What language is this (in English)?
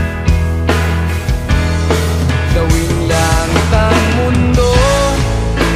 Filipino